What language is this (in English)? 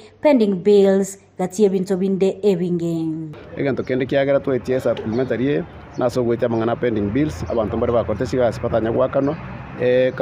Gusii